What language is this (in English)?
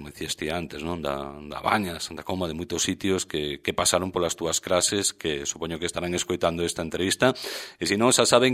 Galician